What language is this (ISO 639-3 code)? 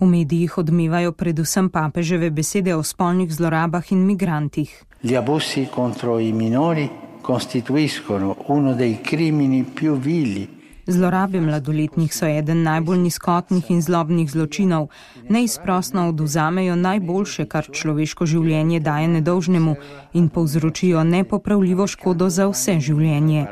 slv